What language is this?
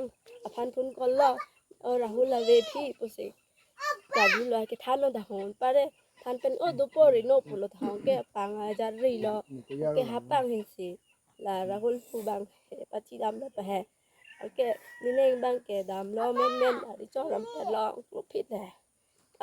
Karbi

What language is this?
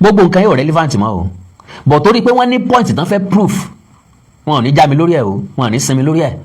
Yoruba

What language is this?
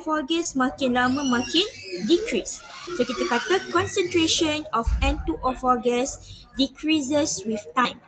Malay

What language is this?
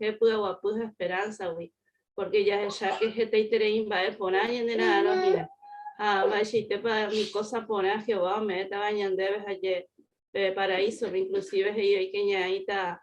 Guarani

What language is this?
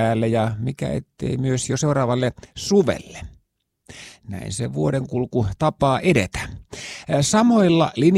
Finnish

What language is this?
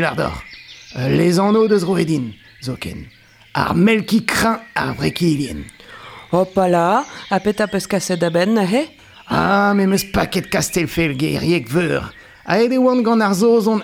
Breton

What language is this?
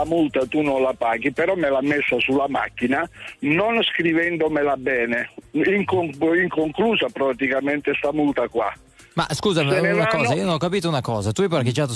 Italian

